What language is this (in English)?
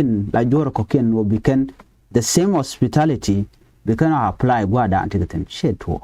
Nuer